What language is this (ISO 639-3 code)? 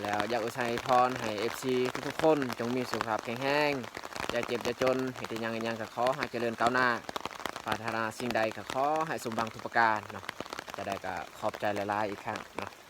lao